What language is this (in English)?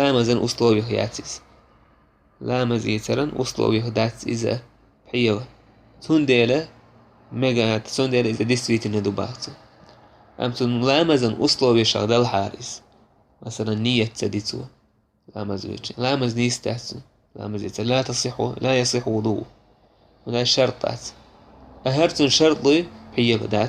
Chechen